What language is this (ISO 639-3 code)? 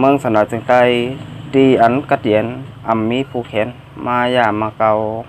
shn